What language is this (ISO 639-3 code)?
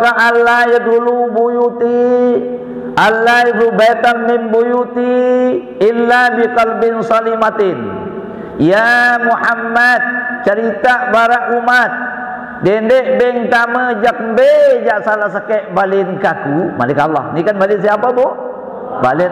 sas